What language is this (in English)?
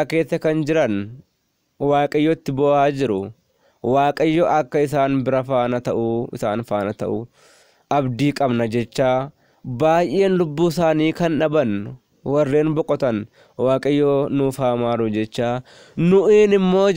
Oromo